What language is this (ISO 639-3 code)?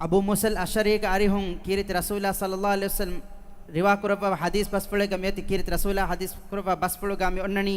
div